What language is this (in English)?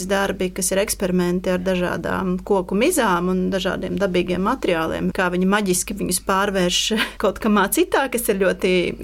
Latvian